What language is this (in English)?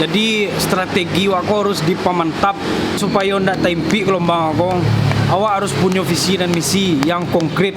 Minangkabau